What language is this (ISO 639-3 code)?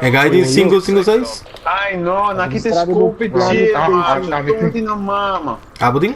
pap